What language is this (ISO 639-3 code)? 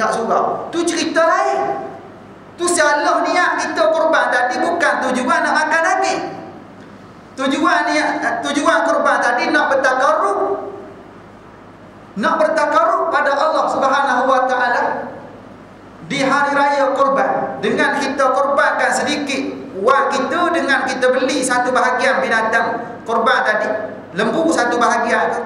msa